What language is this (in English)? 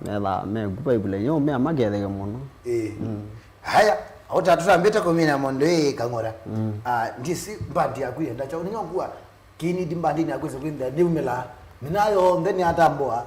Kamba